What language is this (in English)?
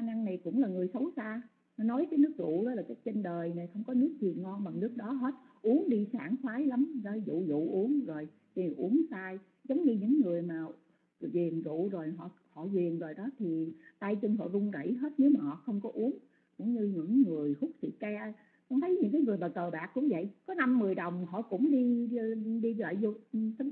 Vietnamese